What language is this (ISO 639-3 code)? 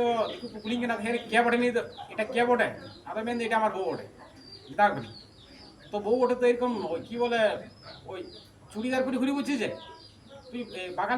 sat